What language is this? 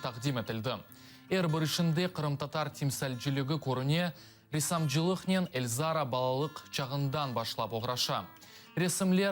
Crimean Tatar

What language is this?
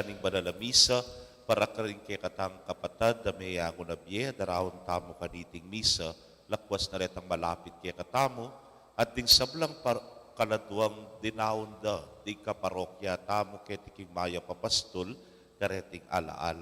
Pampanga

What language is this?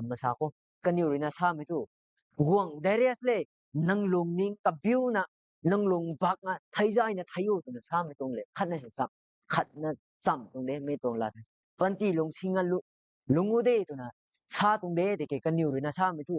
Rongmei Naga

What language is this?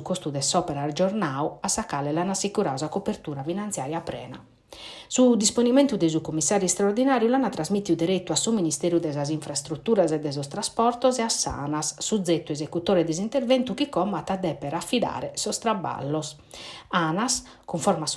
Sardinian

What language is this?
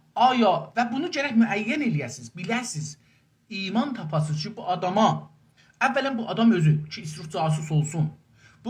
South Azerbaijani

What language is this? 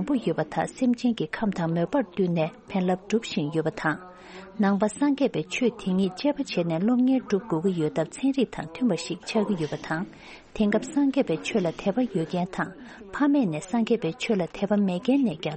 Tibetan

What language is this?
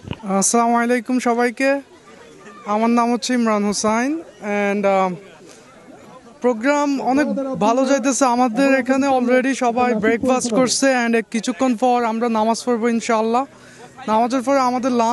Bangla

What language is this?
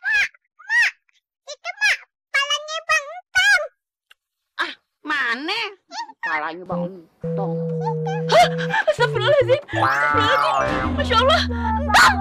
Betawi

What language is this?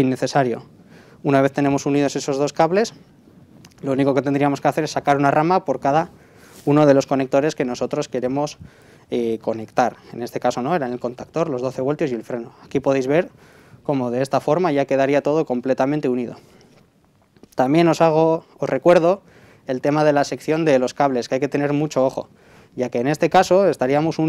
Spanish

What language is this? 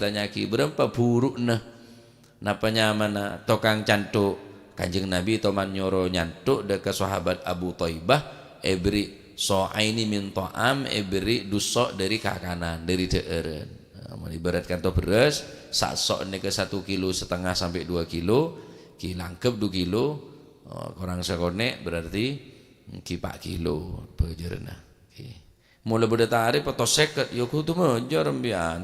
Madurese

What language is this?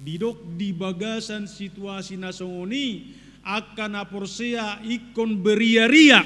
Batak Toba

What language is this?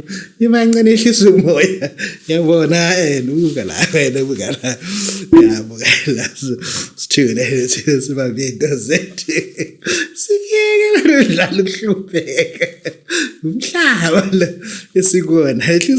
Zulu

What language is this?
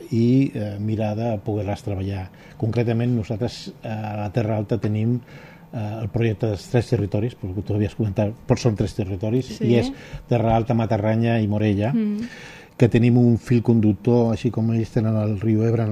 Catalan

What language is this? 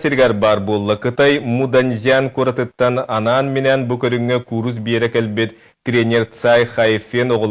Yakut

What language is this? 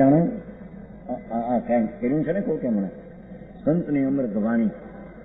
Gujarati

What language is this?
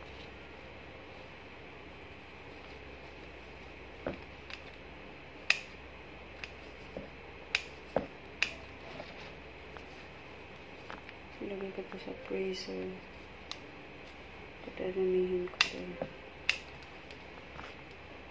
Filipino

